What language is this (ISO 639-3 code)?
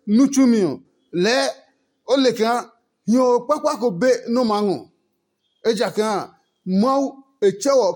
ada